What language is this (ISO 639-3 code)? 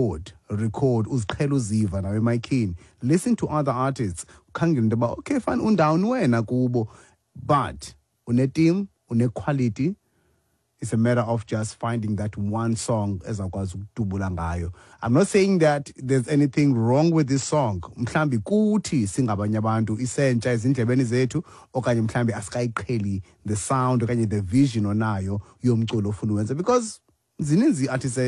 xho